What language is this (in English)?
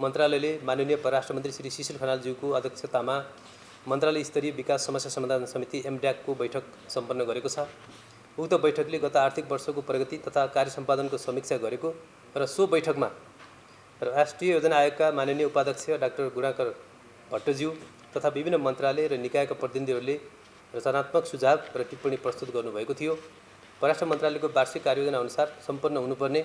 Nepali